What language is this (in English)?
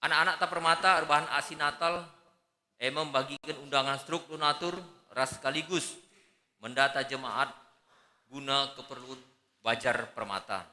Batak Karo